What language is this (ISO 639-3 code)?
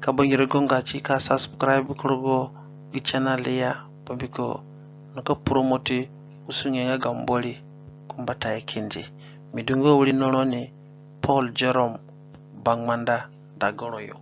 zne